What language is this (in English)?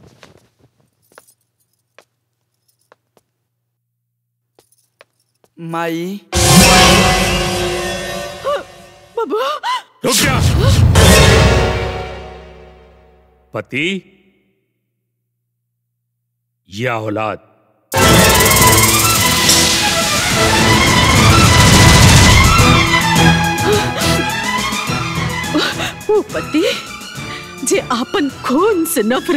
Bhojpuri